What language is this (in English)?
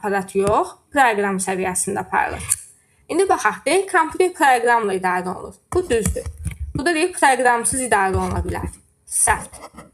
Azerbaijani